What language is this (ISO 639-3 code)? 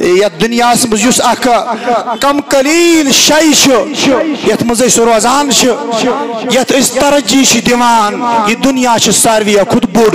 kas